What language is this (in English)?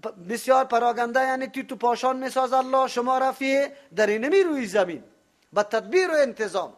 Persian